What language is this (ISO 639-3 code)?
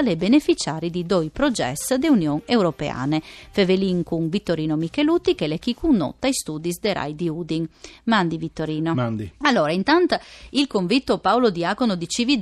fur